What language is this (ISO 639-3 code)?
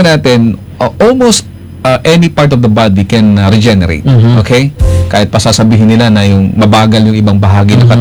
fil